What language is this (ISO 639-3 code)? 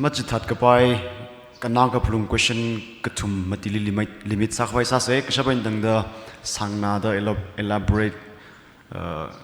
nmf